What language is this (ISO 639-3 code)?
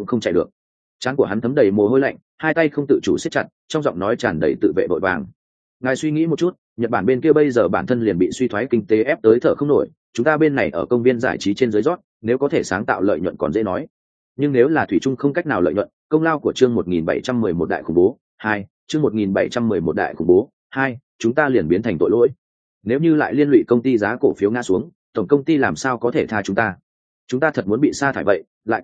vie